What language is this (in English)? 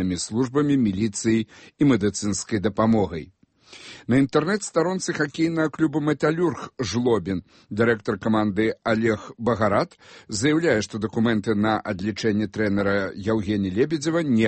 Belarusian